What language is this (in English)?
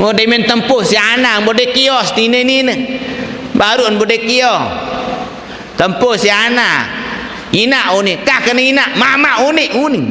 Sasak